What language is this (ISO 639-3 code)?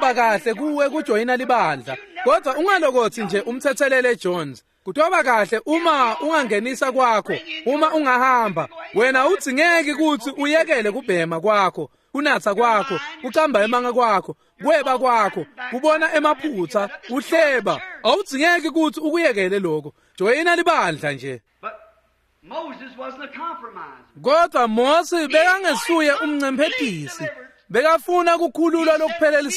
ssw